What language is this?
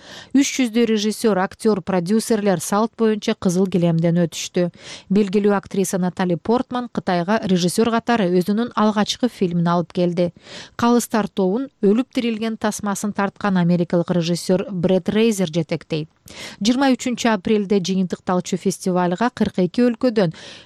Kyrgyz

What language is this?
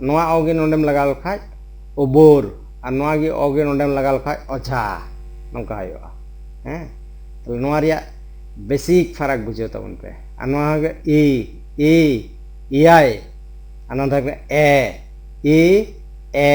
Santali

